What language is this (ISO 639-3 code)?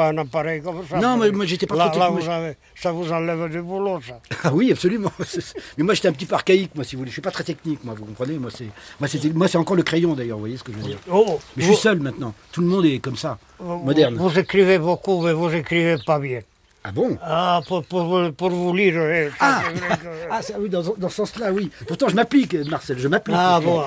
fra